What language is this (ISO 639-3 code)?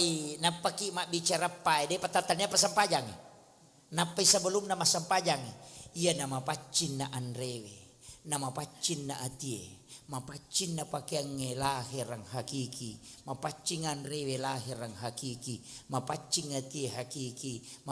bug